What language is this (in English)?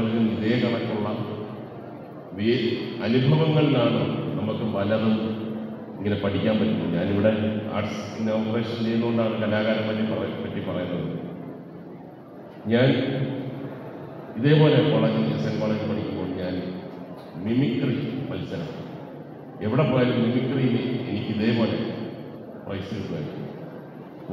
Malayalam